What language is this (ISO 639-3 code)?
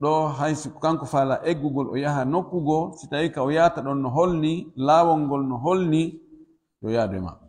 fuf